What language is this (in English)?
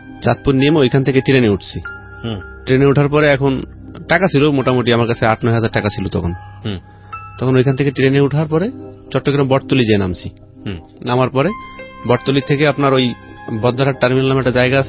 Bangla